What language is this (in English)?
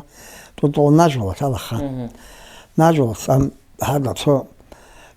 Avaric